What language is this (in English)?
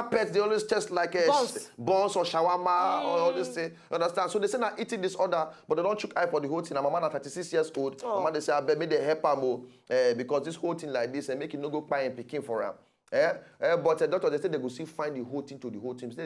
Nigerian Pidgin